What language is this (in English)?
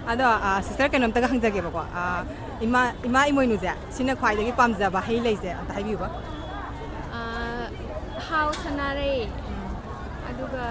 Manipuri